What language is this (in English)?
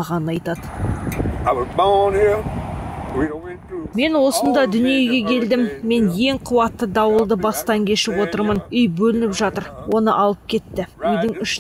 Kazakh